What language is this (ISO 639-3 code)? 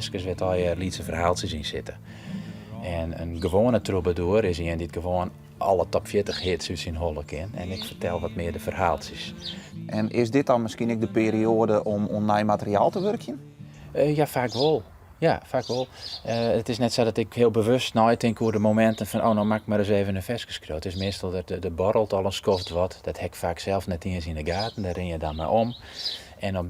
fry